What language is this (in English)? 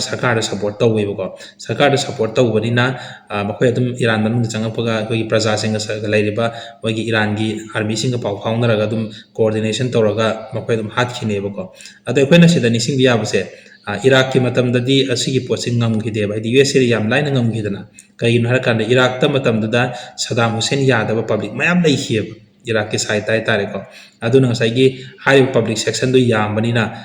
Manipuri